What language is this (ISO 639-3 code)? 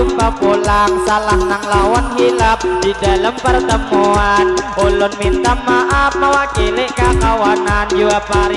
bjn